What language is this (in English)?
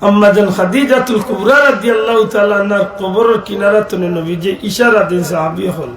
Sylheti